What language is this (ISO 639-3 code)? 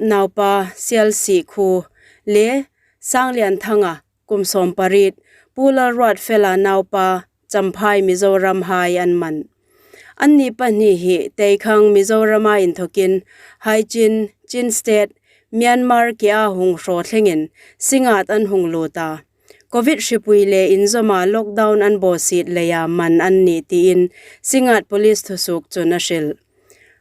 hmr